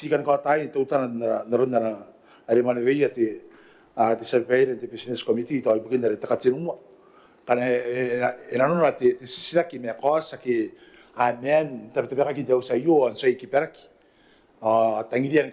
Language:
Gilbertese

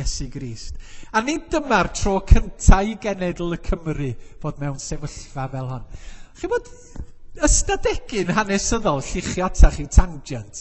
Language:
Welsh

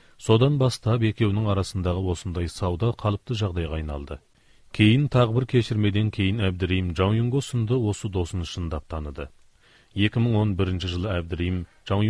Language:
Kazakh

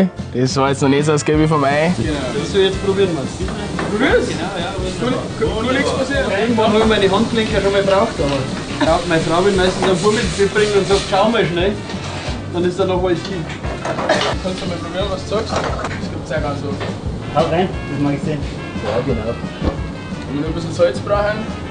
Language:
Bavarian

